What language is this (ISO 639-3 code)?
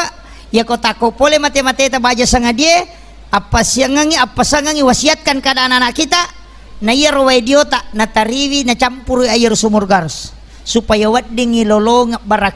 bug